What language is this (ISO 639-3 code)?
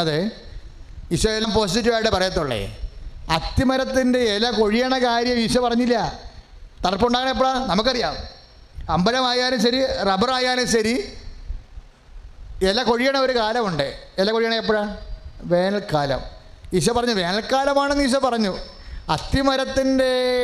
mal